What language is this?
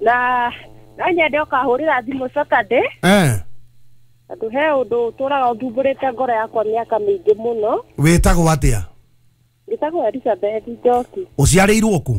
Kikuyu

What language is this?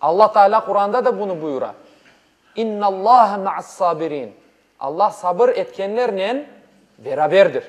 Crimean Tatar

